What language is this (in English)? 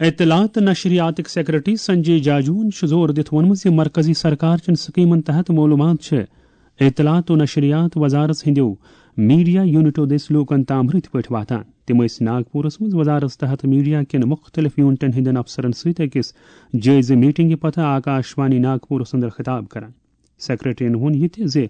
Kashmiri